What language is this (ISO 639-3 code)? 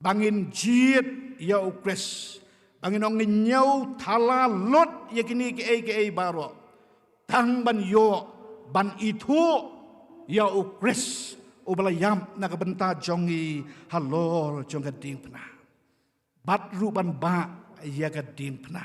kha